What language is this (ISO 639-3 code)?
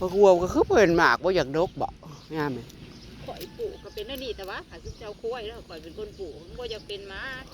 tts